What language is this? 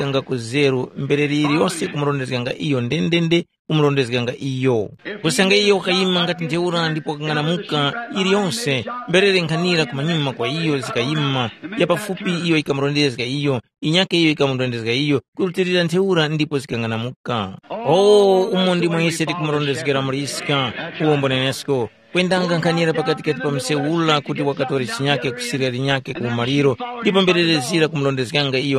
Tumbuka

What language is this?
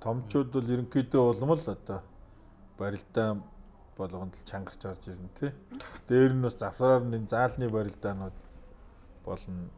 Mongolian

